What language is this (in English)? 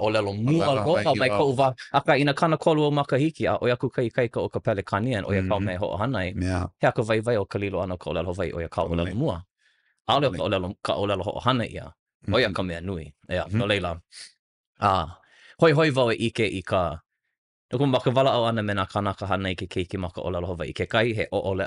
Hawaiian